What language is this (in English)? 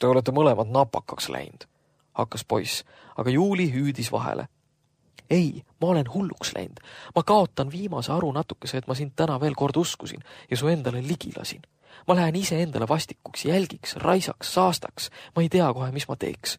Estonian